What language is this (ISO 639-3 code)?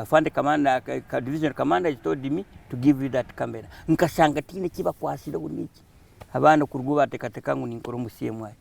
nyn